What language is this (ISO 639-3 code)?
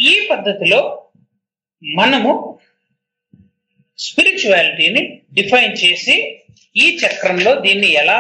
tel